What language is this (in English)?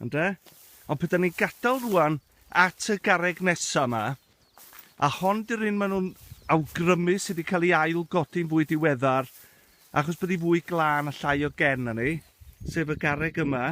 Welsh